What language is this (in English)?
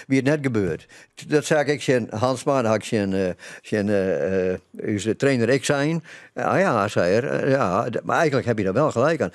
Western Frisian